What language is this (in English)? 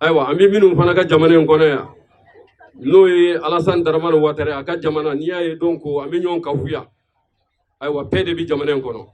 Bambara